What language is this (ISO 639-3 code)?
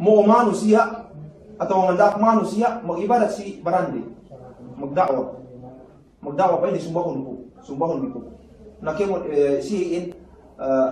yka